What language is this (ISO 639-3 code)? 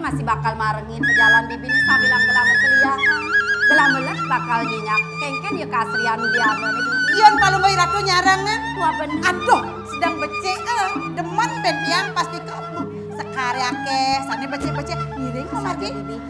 ban